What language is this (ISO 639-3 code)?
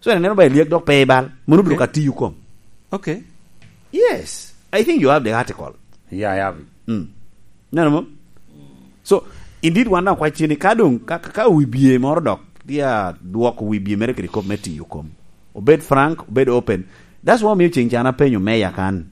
laj